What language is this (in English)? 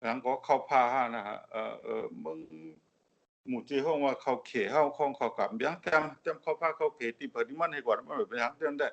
Shan